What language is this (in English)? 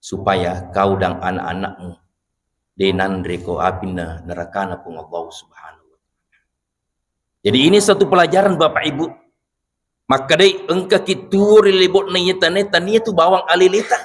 Buginese